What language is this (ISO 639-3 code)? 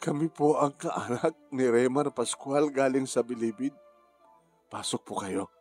ilo